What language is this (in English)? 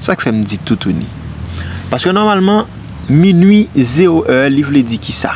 Haitian Creole